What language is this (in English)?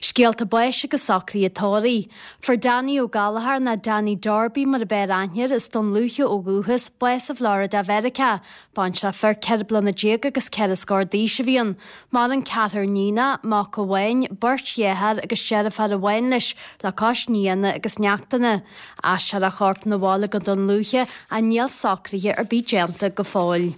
Irish